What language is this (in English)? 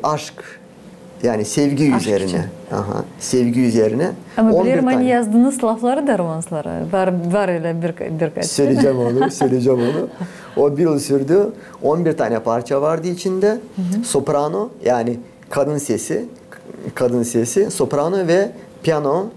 Gagauz